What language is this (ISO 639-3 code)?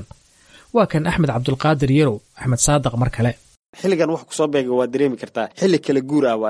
som